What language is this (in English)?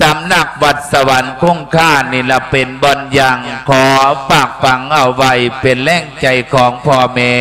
Lao